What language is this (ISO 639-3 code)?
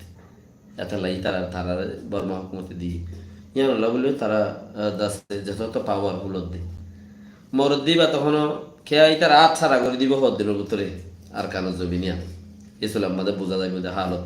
rhg